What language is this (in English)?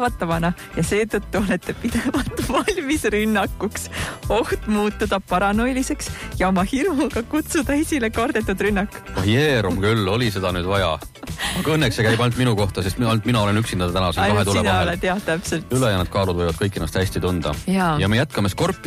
Estonian